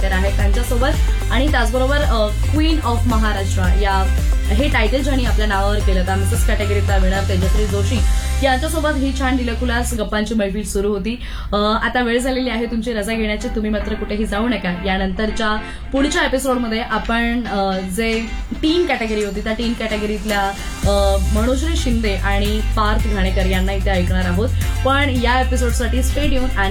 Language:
Marathi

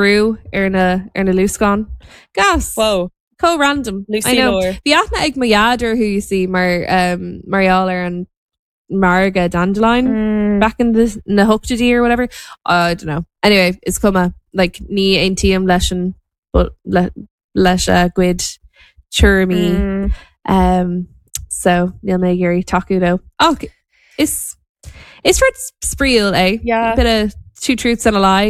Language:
Irish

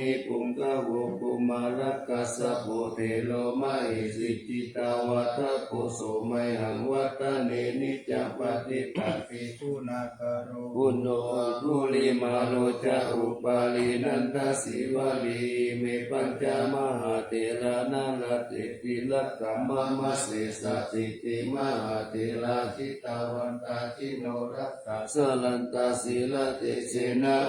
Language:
Pali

